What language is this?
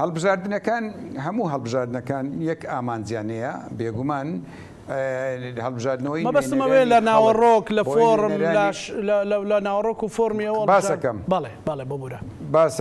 Central Kurdish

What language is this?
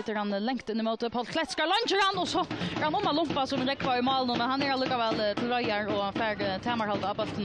Faroese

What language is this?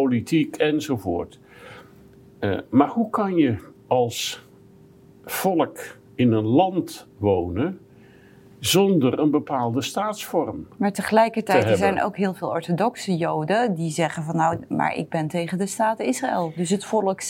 Dutch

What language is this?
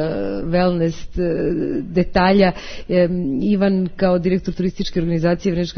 Serbian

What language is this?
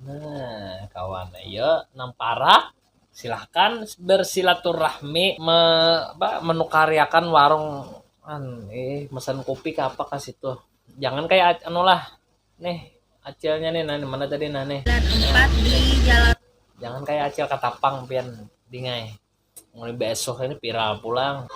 Banjar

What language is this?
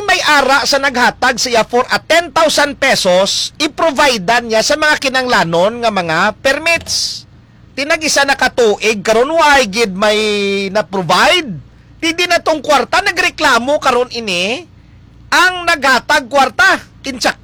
Hiligaynon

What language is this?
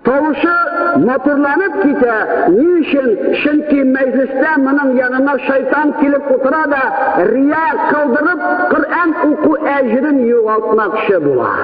Tatar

